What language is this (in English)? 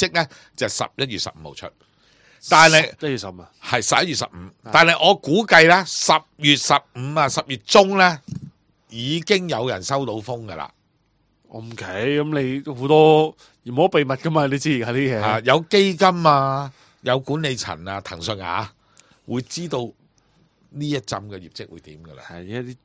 Cantonese